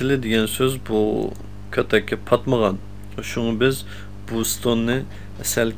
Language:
Uyghur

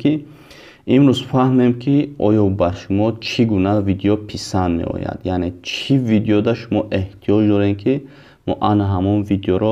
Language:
Tajik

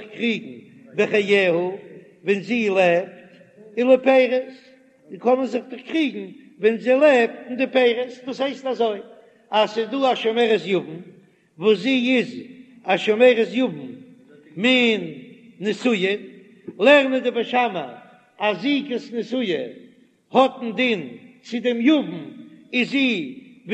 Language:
Yiddish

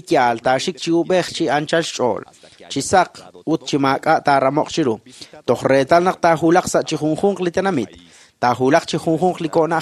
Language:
Kekchí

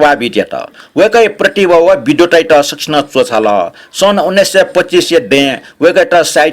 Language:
Newari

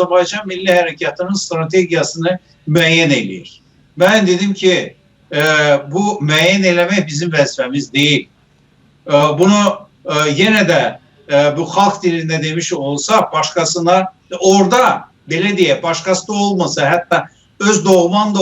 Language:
South Azerbaijani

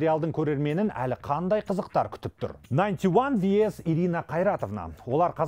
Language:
Kazakh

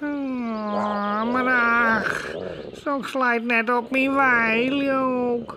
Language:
Western Frisian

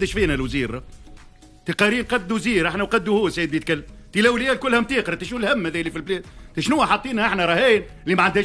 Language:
Tunisian Arabic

